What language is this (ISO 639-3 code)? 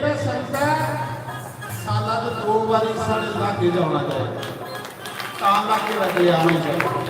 doi